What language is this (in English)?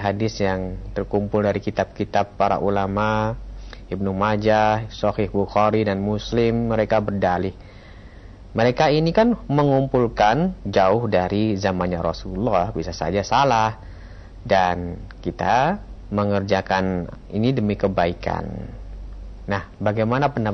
Indonesian